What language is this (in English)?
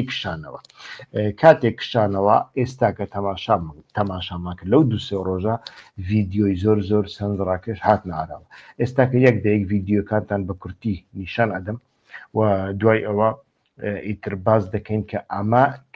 Central Kurdish